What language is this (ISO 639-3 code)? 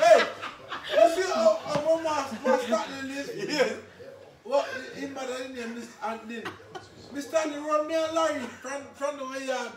jam